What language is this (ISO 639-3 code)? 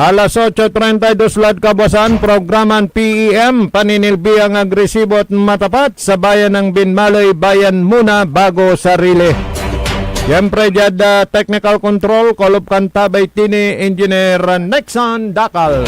pag